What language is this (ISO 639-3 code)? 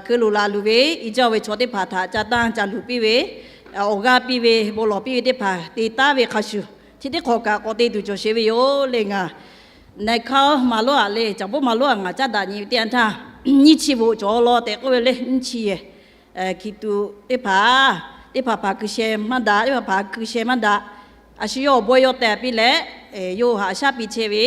lhu